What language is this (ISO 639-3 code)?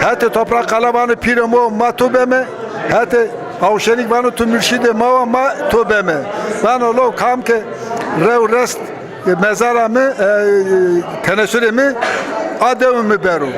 zza